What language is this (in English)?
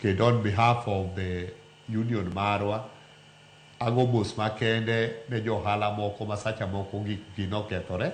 Luo (Kenya and Tanzania)